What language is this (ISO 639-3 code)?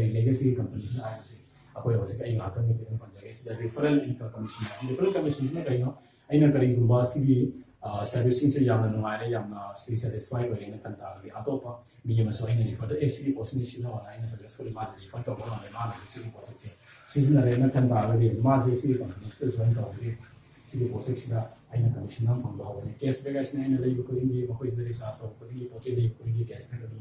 mni